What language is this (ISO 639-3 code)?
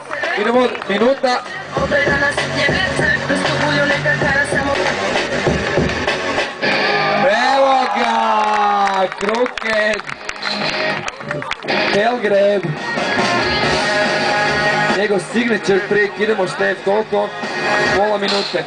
hrv